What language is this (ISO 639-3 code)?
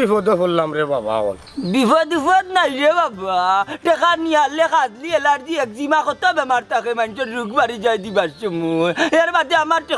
syl